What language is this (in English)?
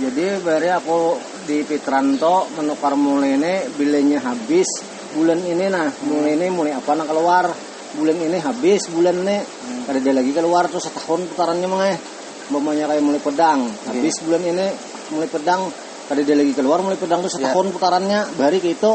Banjar